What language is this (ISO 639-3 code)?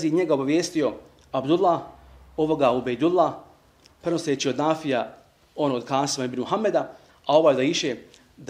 bos